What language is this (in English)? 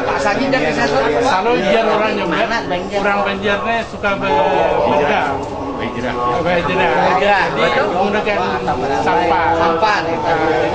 Banjar